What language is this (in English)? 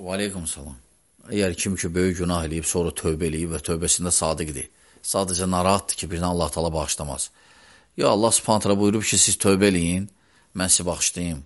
Azerbaijani